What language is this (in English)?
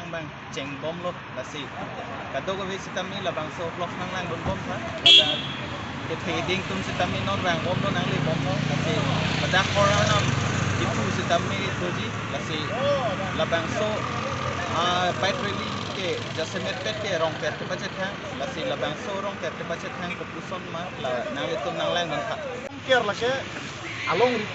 Karbi